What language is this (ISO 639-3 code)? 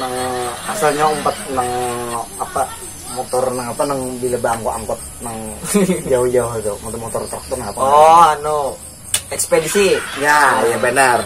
bjn